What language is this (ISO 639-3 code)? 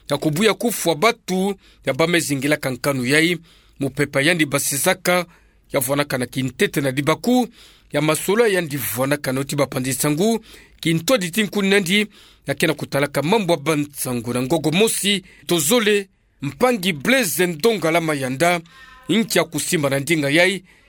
ktu